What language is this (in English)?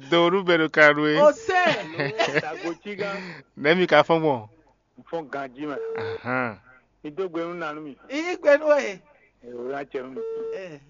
Fon